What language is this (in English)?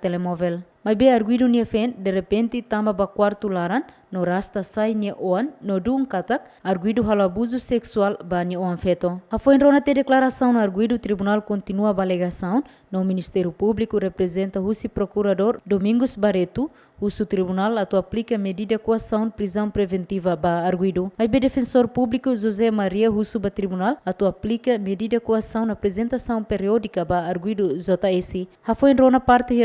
Tetum